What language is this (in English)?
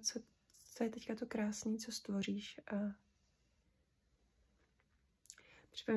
Czech